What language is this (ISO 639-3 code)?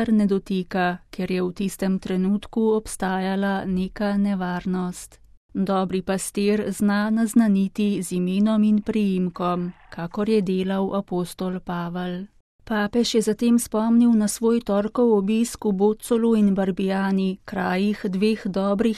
slv